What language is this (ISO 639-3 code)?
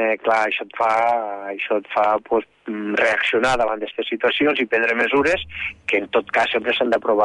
cat